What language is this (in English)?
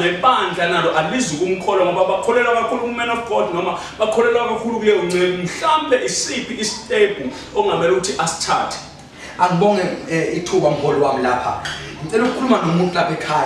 Zulu